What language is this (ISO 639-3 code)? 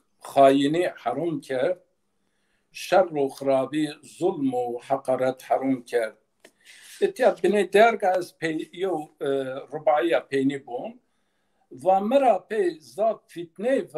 zza